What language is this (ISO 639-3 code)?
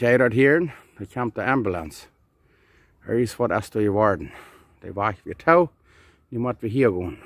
pdt